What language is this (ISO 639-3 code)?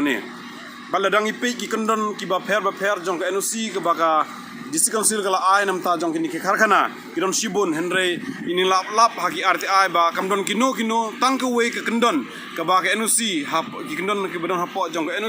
kha